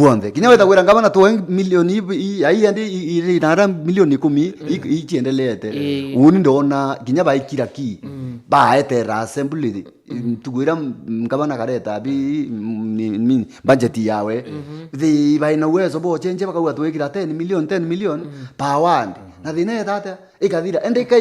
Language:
Meru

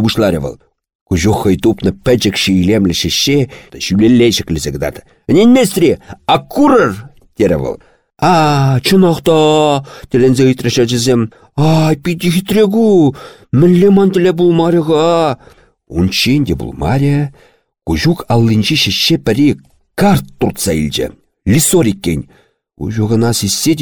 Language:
Chuvash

